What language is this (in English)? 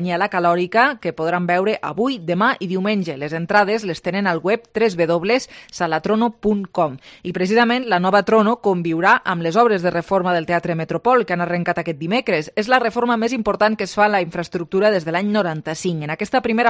Catalan